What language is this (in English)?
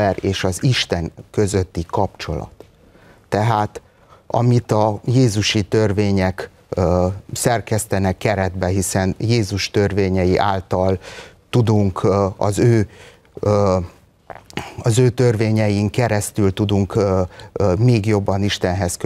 Hungarian